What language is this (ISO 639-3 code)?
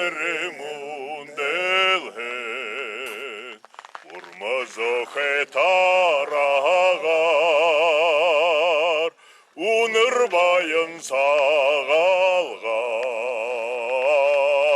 bua